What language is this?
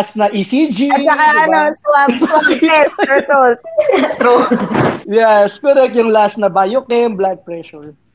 Filipino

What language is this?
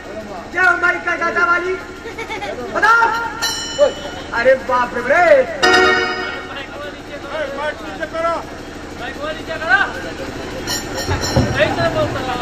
Bhojpuri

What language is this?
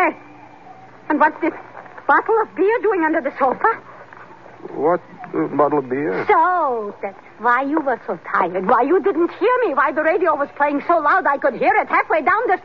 English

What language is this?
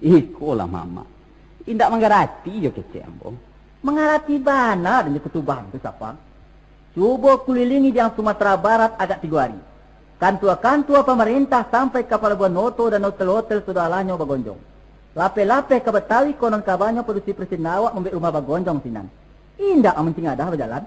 Minangkabau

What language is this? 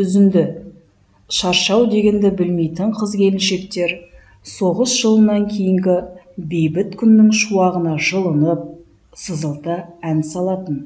Kazakh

